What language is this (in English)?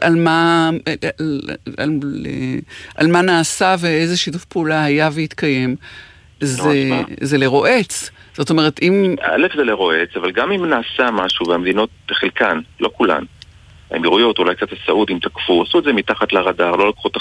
Hebrew